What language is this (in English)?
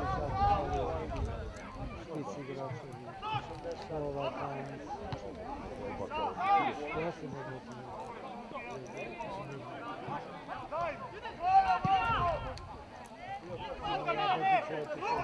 Serbian